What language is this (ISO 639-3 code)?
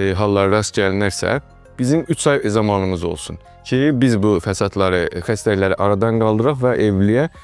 aze